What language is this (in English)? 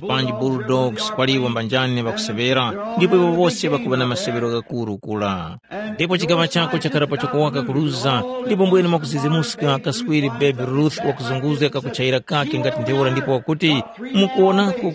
Tumbuka